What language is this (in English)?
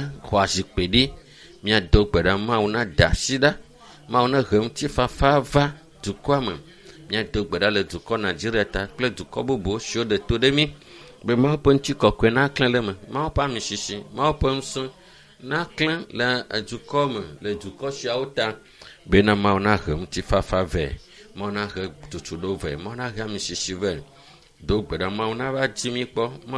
Ewe